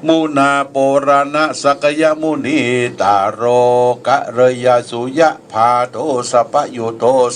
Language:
Pali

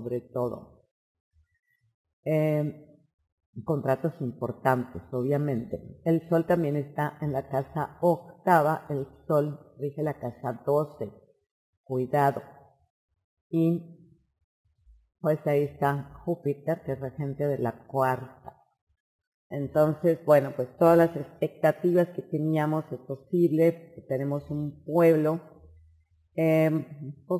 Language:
Spanish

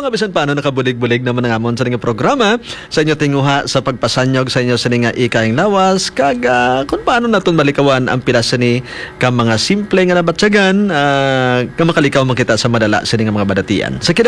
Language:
Hiligaynon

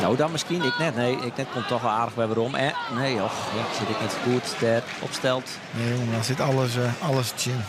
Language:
Western Frisian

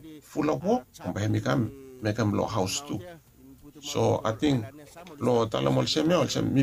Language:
Bislama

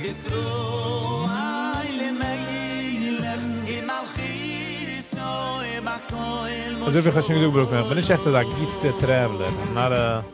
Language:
Yiddish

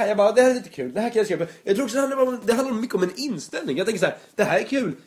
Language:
Swedish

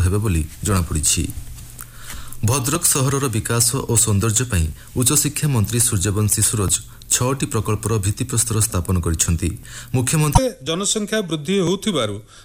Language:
Odia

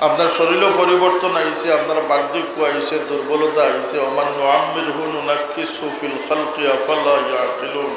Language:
Sylheti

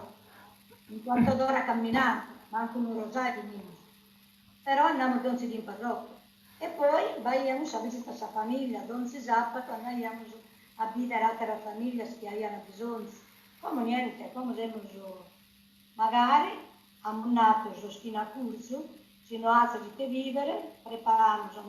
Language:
Sardinian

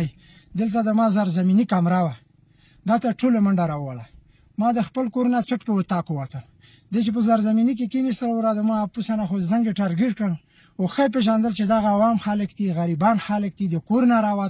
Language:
Pashto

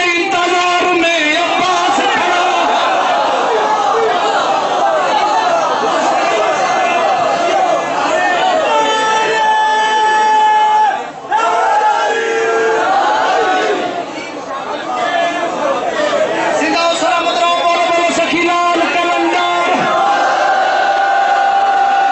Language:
Urdu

